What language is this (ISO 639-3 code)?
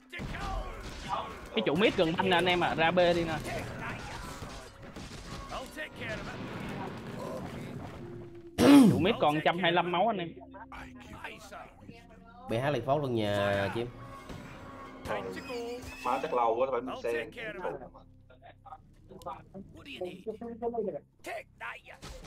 vie